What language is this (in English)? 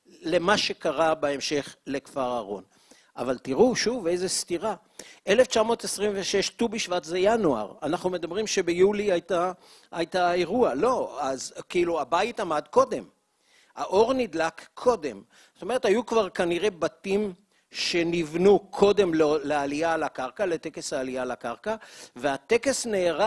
Hebrew